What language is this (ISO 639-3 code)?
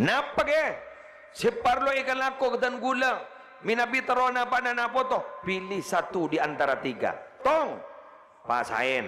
mad